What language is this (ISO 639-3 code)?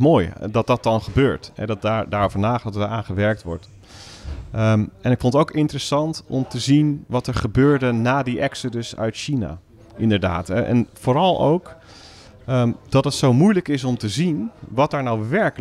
nld